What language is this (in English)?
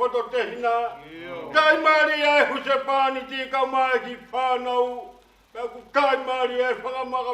Tongan